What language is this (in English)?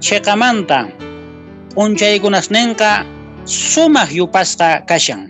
Quechua